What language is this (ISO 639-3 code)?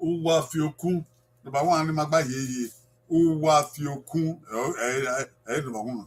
bin